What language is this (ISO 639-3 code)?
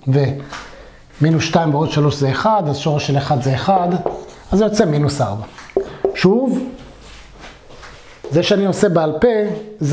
heb